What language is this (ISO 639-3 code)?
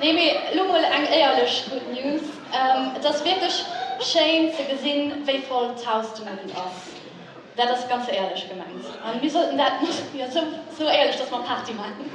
ltz